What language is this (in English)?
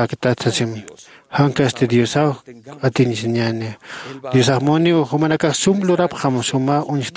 Aymara